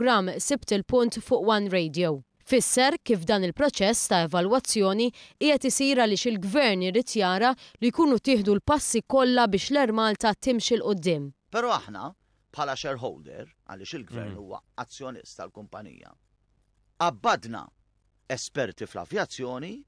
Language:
Maltese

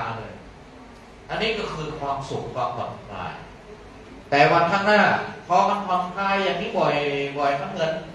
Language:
Thai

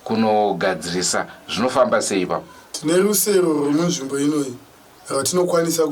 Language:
Shona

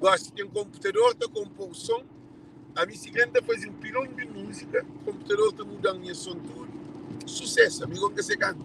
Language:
Kabuverdianu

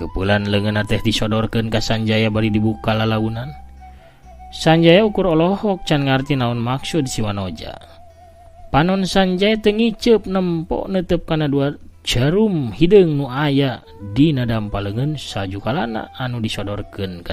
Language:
Sundanese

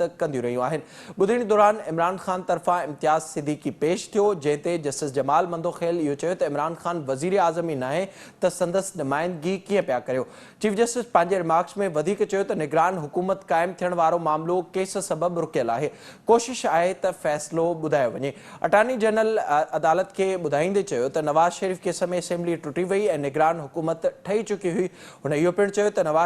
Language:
Sindhi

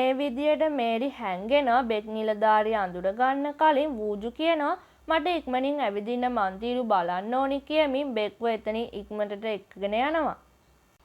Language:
Sinhala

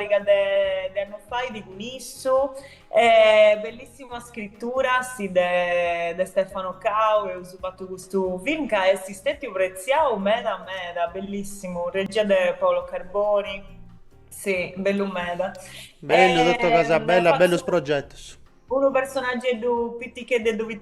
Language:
Sardinian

